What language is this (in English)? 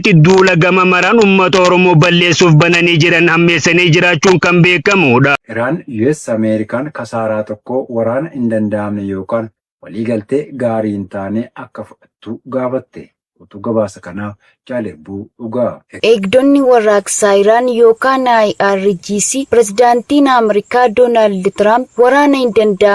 Oromo